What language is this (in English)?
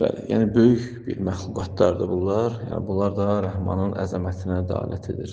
Azerbaijani